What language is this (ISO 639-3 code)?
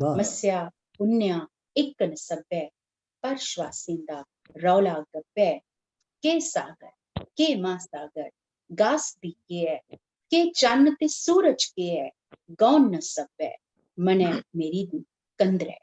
doi